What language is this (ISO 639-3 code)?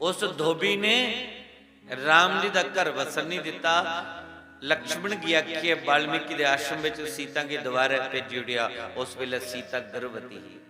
doi